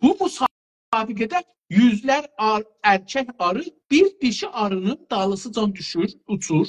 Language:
South Azerbaijani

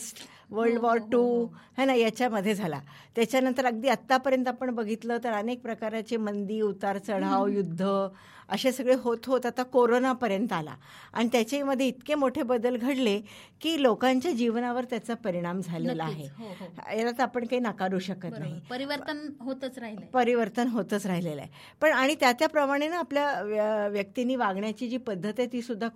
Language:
Marathi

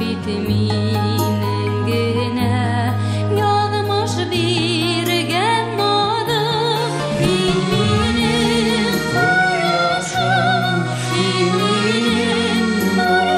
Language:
Bashkir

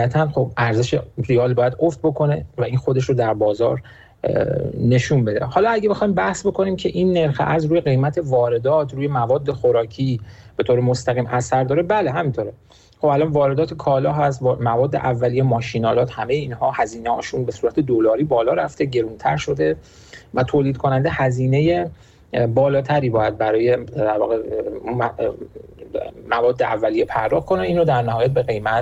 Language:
Persian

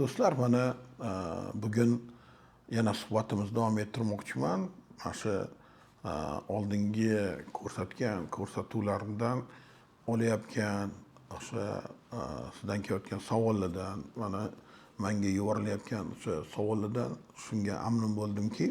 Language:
Uzbek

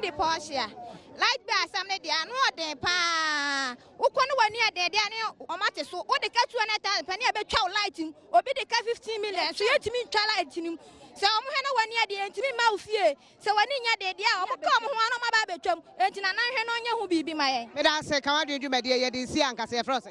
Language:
Akan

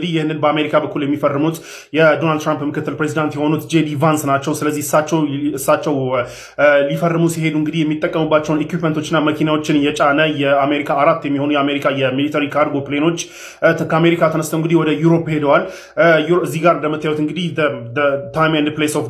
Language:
Amharic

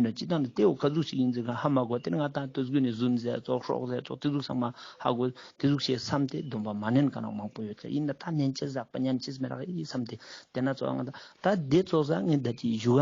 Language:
Ladakhi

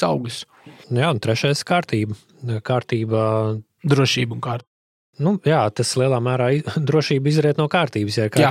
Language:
Latvian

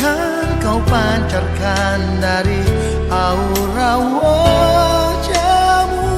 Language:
Nias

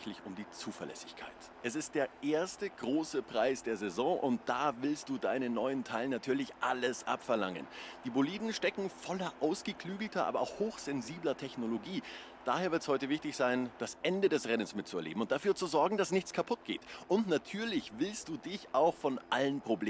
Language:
Swiss German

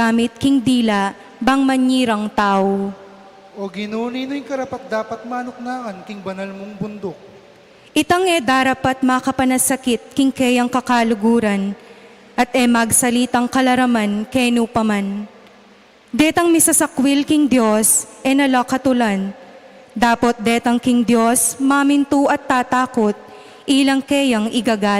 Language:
Pampanga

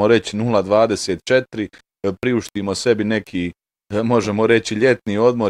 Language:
Bosnian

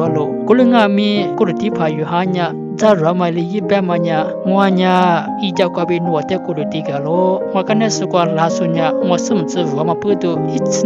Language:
Lisu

